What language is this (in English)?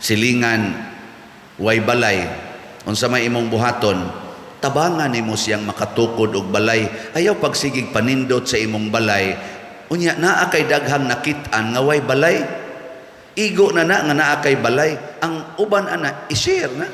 Cebuano